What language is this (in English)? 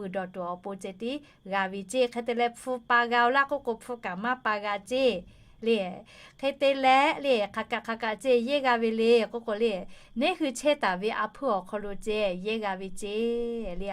Lahu